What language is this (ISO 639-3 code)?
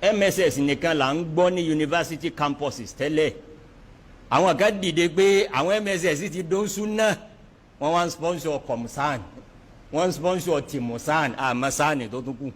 yor